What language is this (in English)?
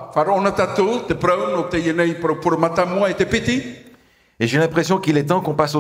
Tahitian